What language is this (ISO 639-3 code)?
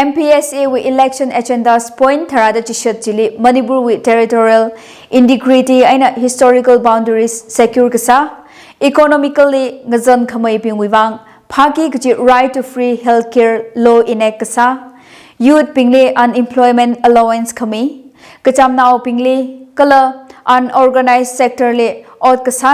nmf